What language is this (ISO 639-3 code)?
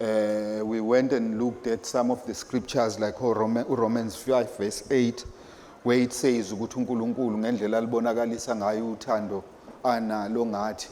zul